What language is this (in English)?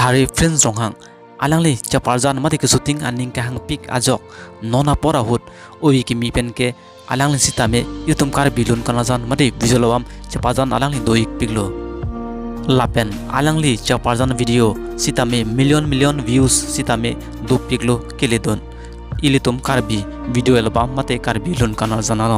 Karbi